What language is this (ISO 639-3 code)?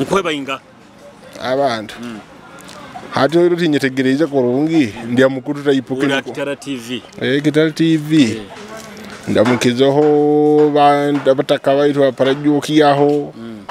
nyo